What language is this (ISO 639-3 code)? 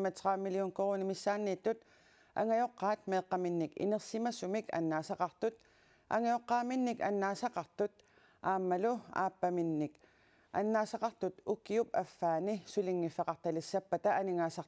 kal